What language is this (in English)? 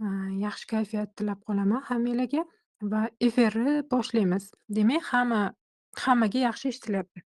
Uzbek